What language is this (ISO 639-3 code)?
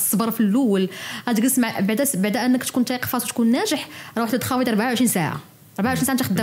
ary